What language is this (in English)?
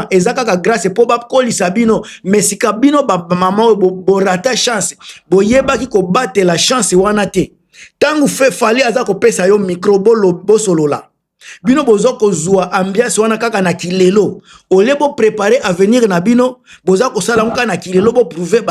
Lingala